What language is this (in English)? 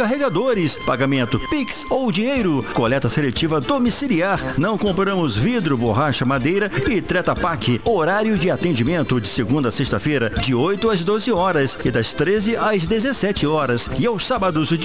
Portuguese